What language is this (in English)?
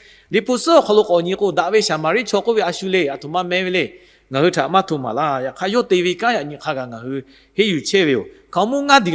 Lahu